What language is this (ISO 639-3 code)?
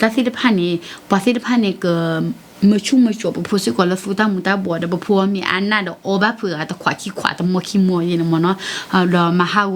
ksw